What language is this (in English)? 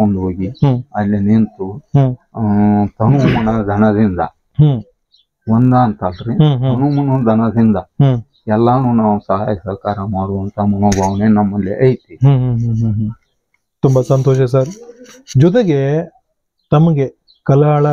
Kannada